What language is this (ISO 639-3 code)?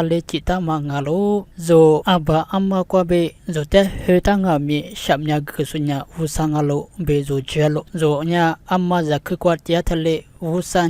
lis